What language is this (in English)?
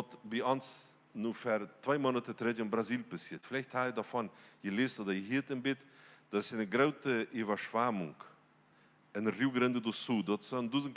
Plautdietsch